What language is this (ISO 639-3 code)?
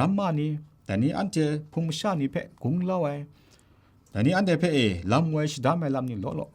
kac